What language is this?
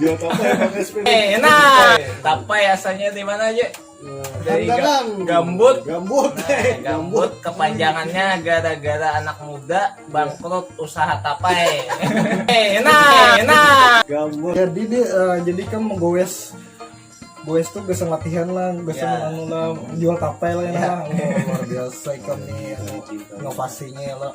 Banjar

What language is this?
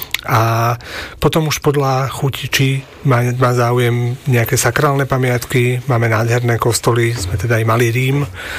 Slovak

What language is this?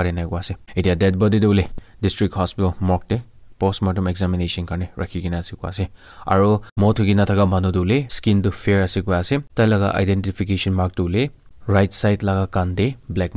Naga Pidgin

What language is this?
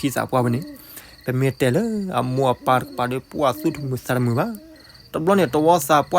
S'gaw Karen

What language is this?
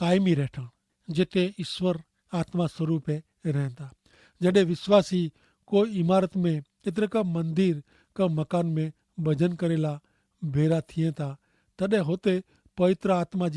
Kachhi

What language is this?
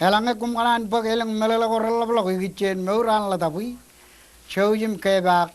Marshallese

